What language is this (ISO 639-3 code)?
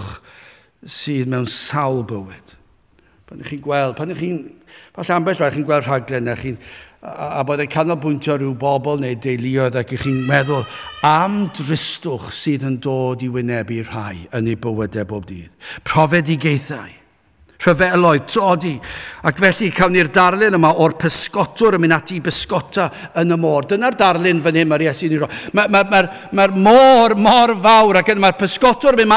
cym